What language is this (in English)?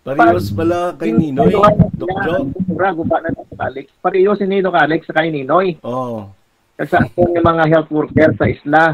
Hiligaynon